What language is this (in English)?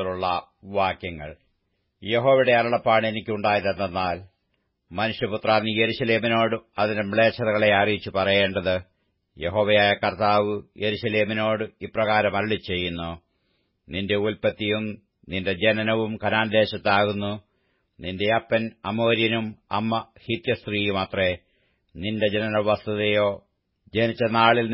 Malayalam